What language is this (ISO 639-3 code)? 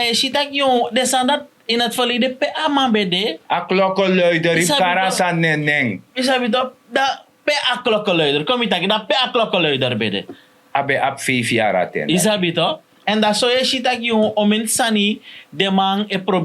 srn